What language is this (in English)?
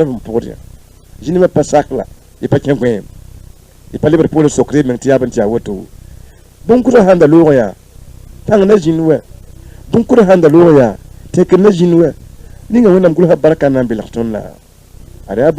Mossi